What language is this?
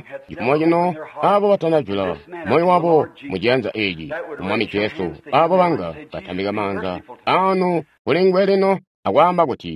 Tonga (Zambia)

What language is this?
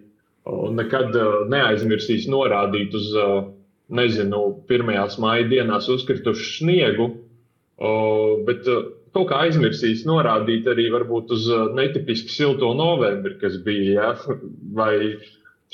Latvian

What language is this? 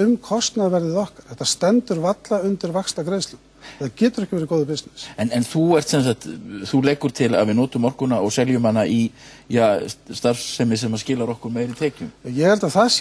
Icelandic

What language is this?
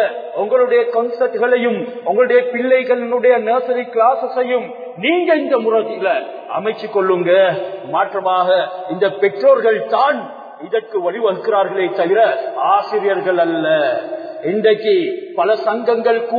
Tamil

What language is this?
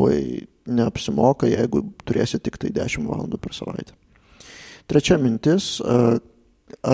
Lithuanian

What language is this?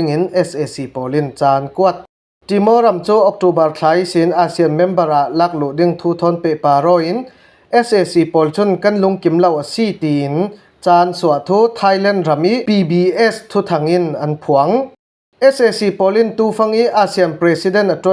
Falam Chin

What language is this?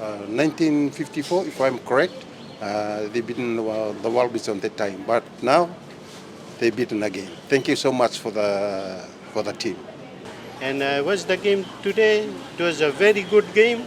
Fijian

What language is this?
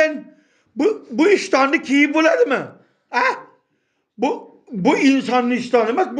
Uzbek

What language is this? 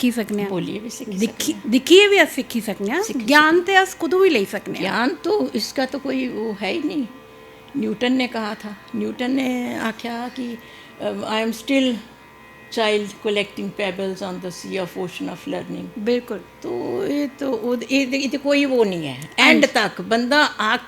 Dogri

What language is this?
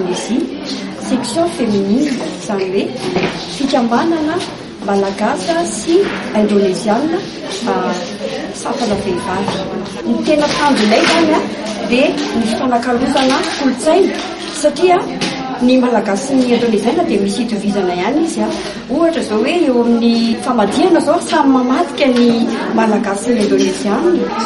Malagasy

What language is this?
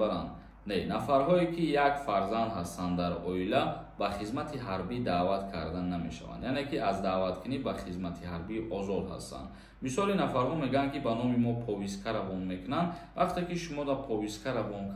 Tajik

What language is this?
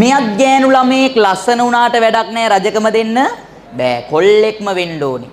Sinhala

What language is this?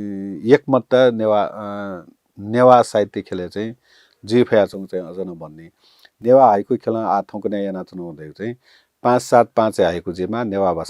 Newari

